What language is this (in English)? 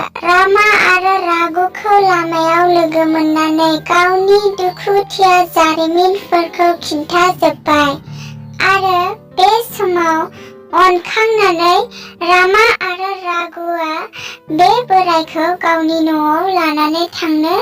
Bodo